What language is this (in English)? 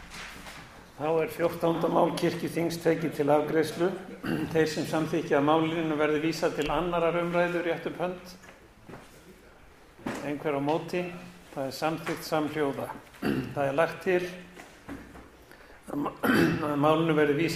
Icelandic